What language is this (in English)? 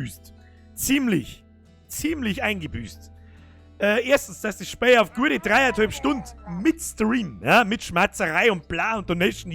Bavarian